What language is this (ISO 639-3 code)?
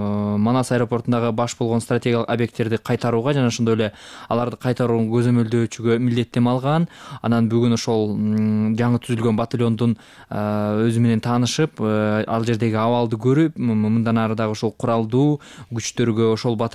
kir